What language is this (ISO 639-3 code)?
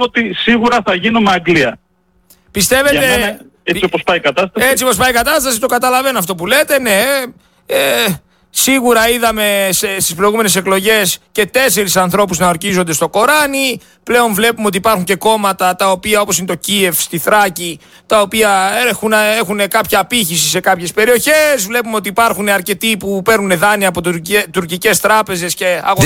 ell